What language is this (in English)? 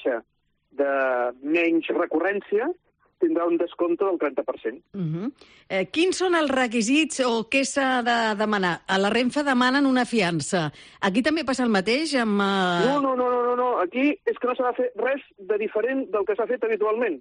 Catalan